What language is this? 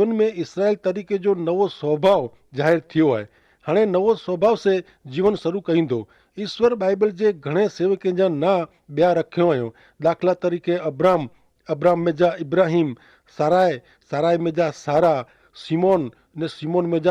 Kachhi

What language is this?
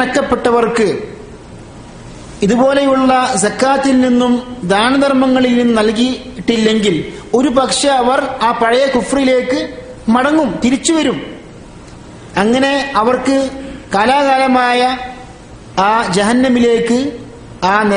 Malayalam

